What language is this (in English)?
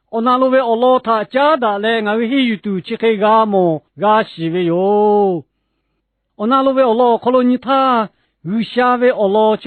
Lahu